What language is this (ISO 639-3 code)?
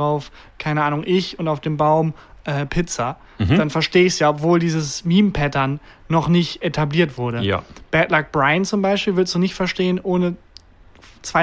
deu